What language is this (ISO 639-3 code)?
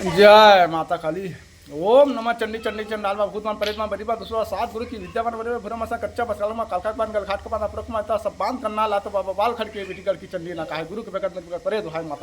hne